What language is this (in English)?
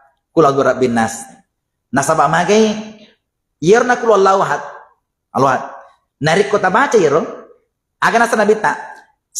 Buginese